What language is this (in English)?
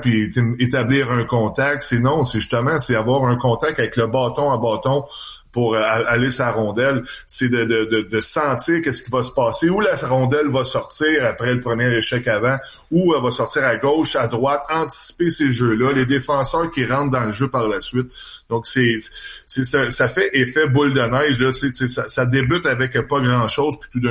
French